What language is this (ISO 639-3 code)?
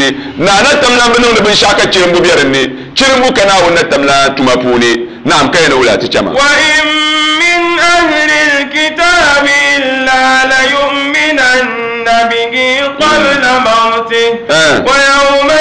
dag